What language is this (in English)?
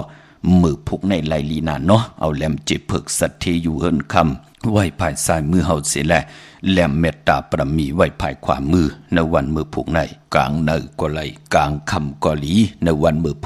Shan